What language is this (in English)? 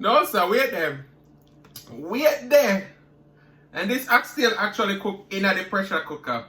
Jamaican Creole English